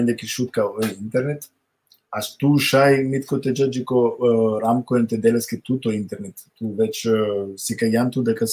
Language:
Balkan Romani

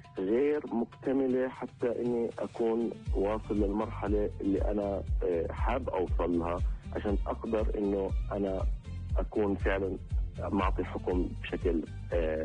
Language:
North Levantine Arabic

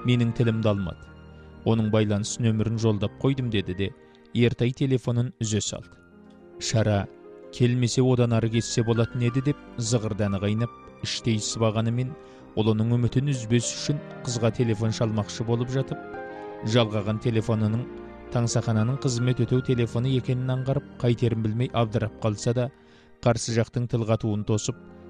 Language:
Kazakh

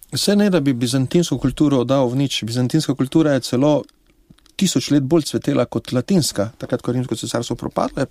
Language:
Slovenian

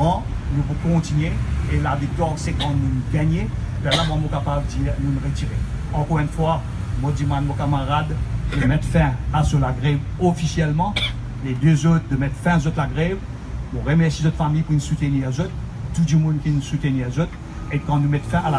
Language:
Morisyen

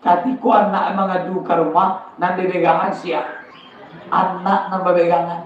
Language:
Minangkabau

